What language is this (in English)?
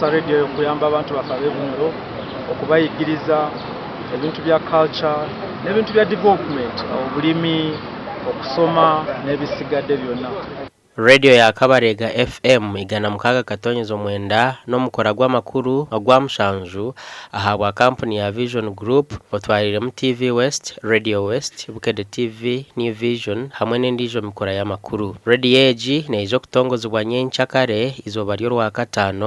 Nyankole